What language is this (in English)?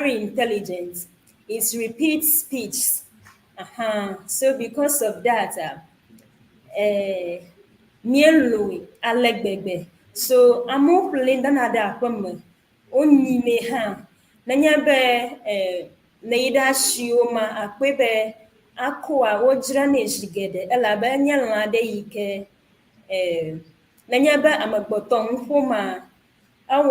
Ewe